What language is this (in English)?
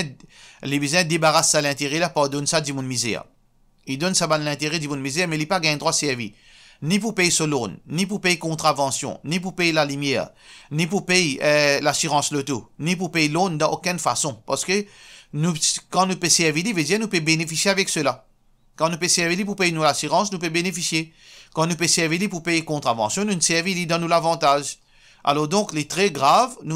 Morisyen